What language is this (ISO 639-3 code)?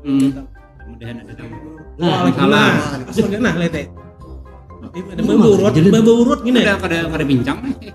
bjn